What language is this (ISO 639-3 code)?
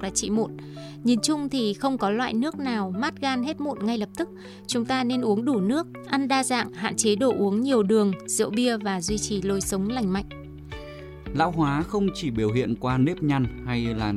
vie